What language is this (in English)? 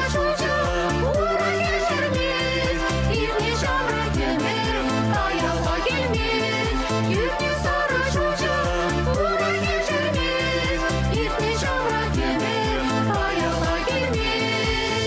Chuvash